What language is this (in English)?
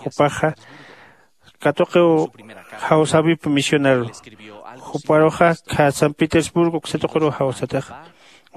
Aymara